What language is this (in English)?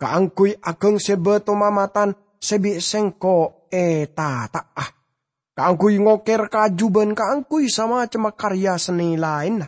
Madurese